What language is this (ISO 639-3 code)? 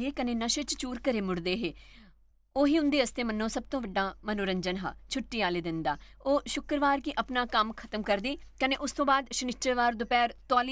doi